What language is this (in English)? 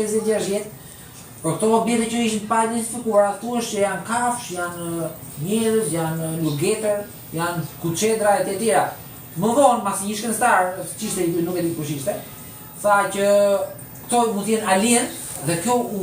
Albanian